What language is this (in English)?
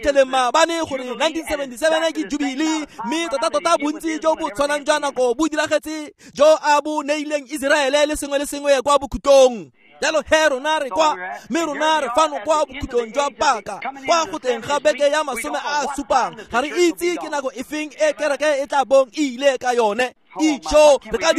Tswana